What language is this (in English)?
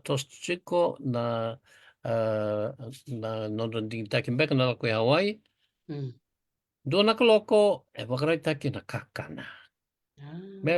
Fijian